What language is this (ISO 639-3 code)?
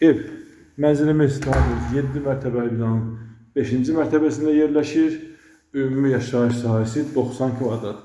aze